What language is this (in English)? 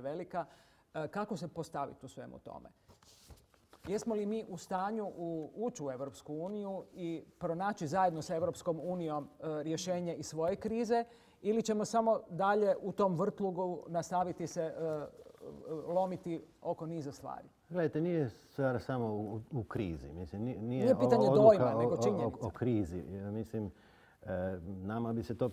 Croatian